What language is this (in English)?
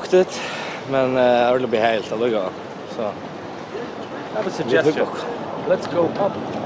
Faroese